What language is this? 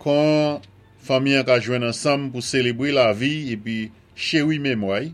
Saint Lucian Creole French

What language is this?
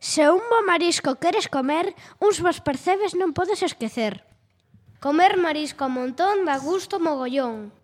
Galician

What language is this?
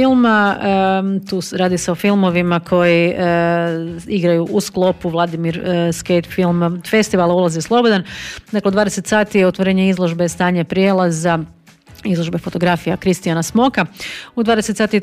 Croatian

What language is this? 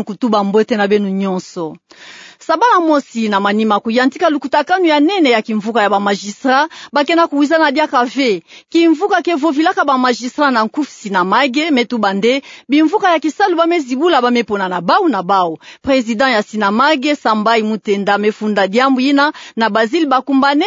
Kituba (Democratic Republic of Congo)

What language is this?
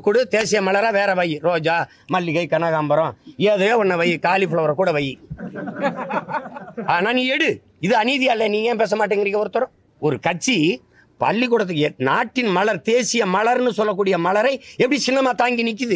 Tamil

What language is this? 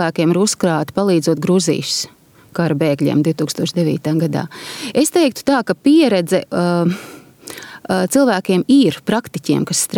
Latvian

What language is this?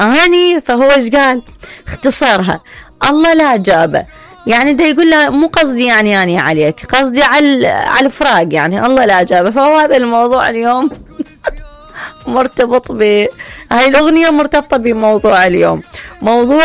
Mesopotamian Arabic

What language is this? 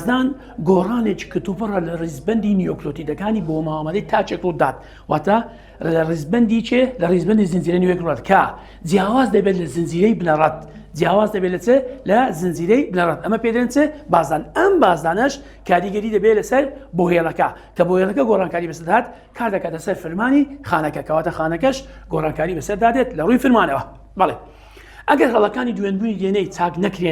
Central Kurdish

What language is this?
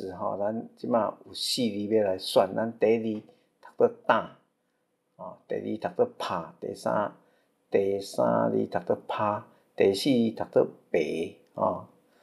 Min Nan Chinese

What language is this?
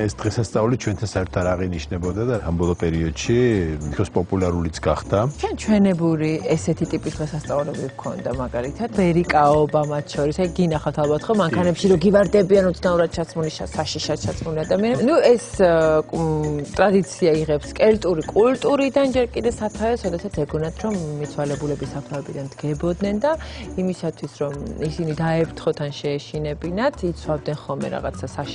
Georgian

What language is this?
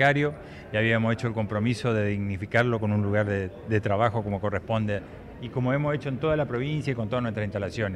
Spanish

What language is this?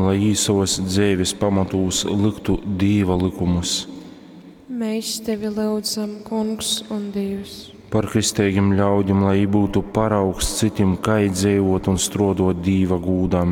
Latgalian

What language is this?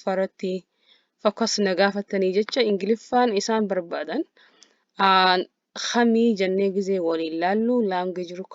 Oromo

